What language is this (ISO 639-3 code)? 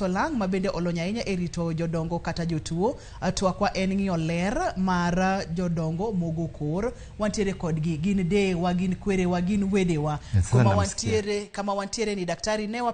luo